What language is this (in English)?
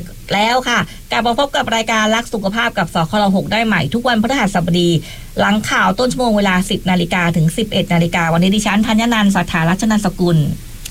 Thai